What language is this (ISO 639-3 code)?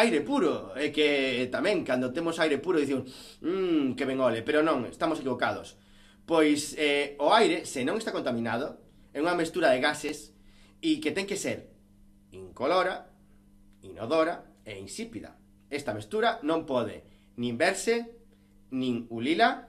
glg